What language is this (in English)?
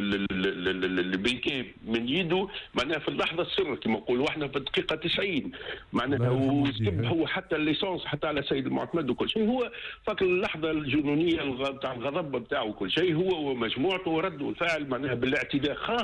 Tunisian Arabic